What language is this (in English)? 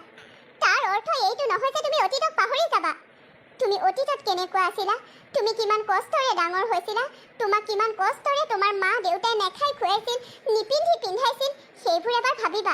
Assamese